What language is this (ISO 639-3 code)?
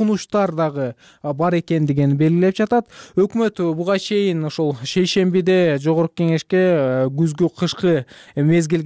kir